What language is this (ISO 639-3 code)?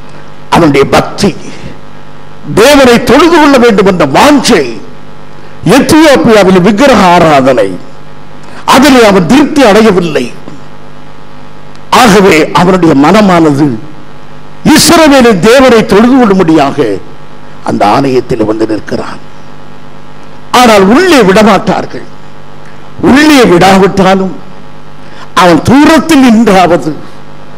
tam